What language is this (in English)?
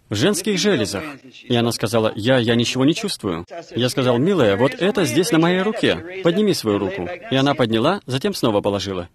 Russian